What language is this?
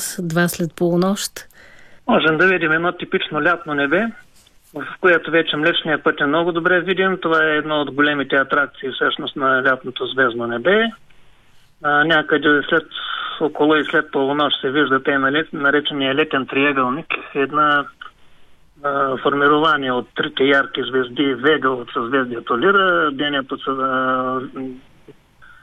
Bulgarian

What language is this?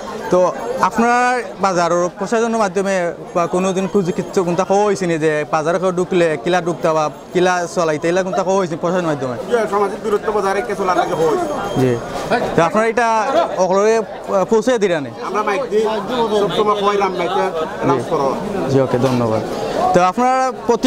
Sylheti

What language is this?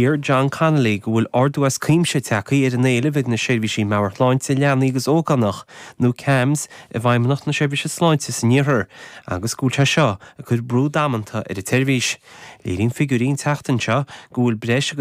Irish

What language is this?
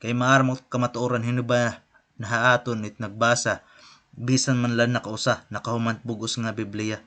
Waray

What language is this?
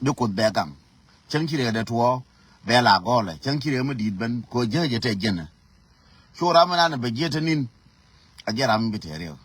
Nuer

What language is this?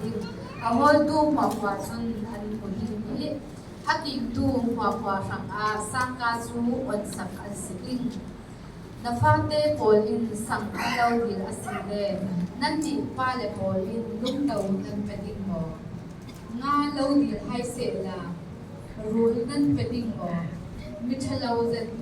Falam Chin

